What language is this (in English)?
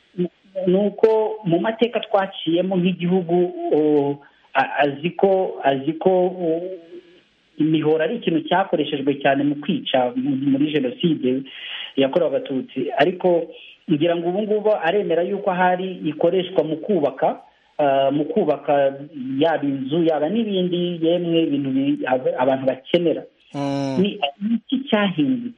Kinyarwanda